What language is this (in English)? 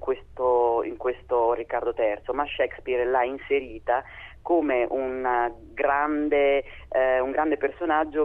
Italian